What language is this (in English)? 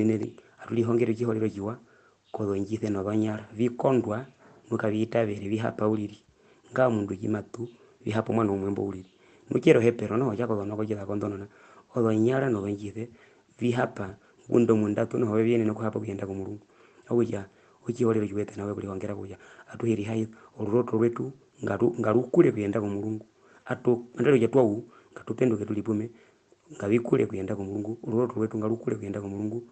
Herero